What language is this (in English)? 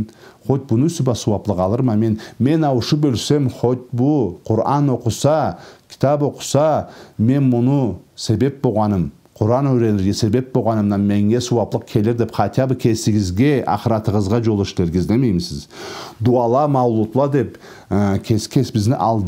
Karachay-Balkar